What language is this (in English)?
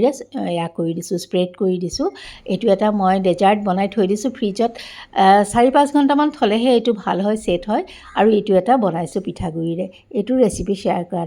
Assamese